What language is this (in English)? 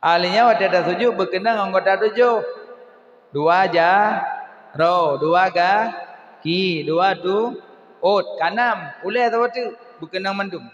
Achinese